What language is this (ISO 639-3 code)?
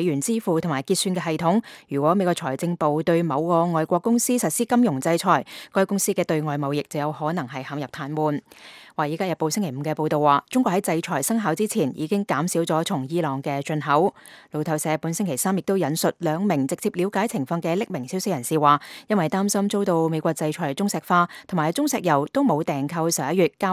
yue